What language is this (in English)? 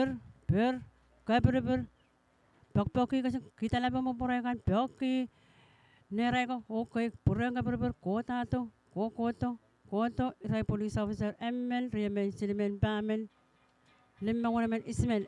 Pohnpeian